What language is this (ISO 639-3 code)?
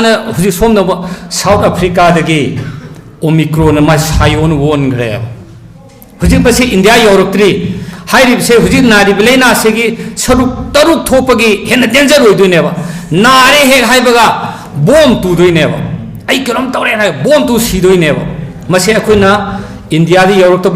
mni